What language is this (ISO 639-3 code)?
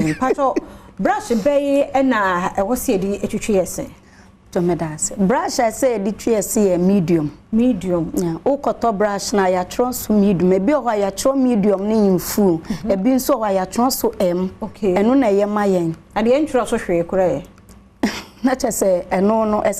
aka